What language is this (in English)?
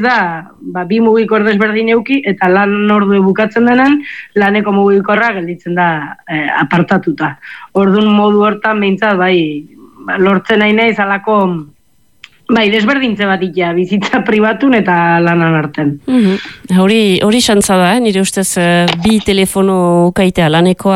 Basque